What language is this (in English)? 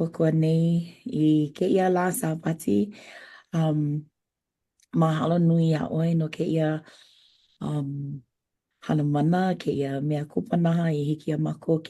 Hawaiian